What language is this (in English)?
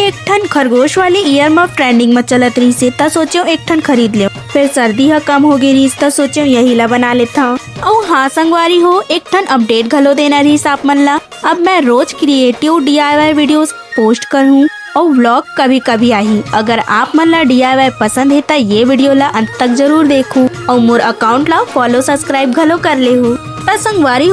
Chhattisgarhi